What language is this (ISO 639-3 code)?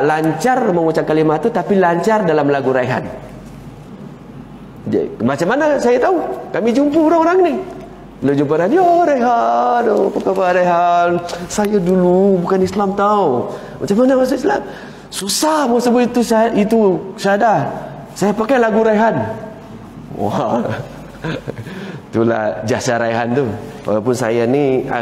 msa